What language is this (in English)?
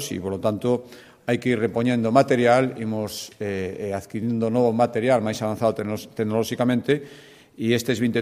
Galician